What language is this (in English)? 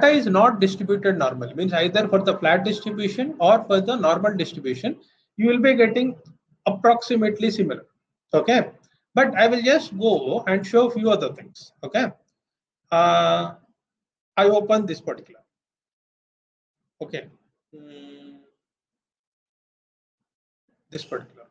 English